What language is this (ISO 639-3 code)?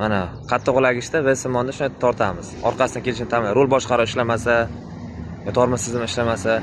uzb